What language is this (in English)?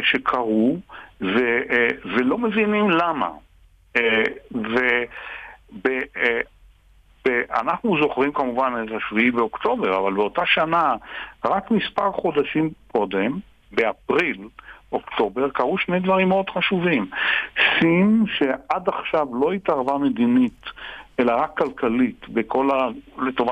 Hebrew